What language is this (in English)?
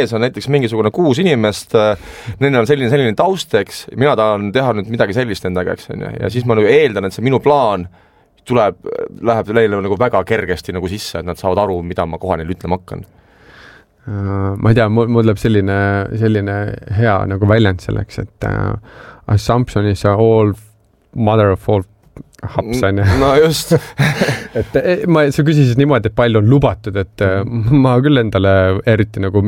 Estonian